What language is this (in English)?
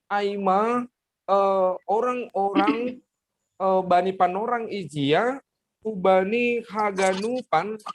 Batak Simalungun